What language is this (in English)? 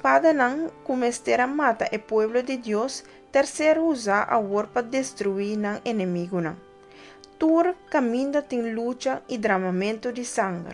Papiamento